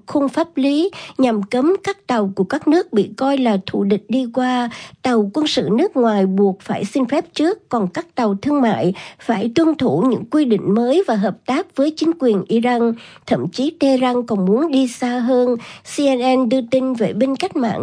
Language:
Vietnamese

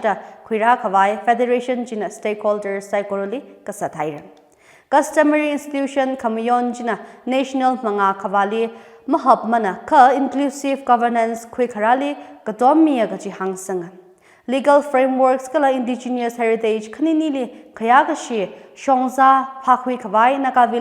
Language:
Tangkhul Naga (India)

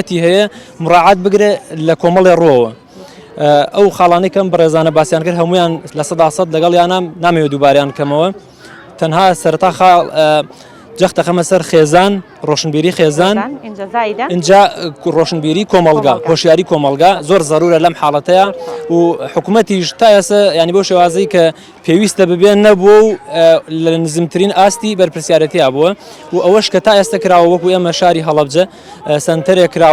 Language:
Central Kurdish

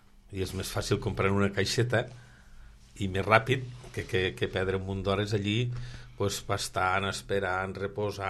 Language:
Catalan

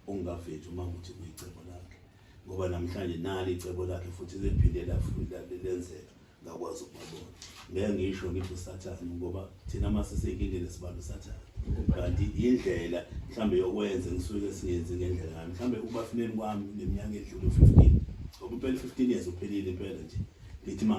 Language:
Zulu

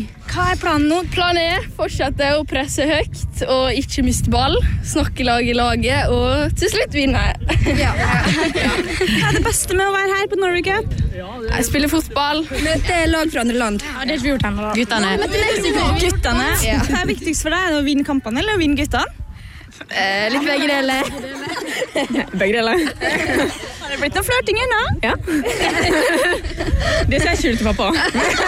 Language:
Norwegian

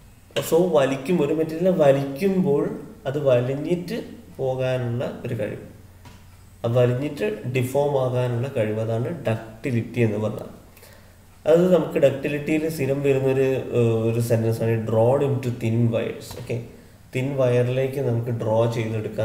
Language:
Malayalam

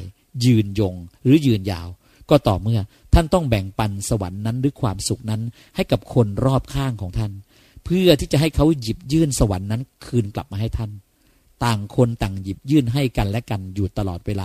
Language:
Thai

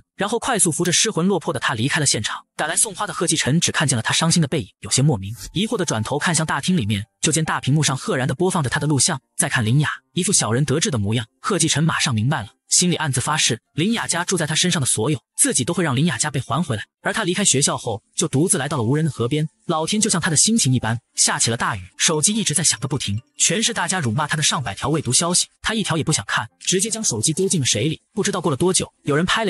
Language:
Chinese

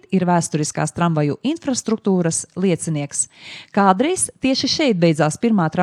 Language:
Latvian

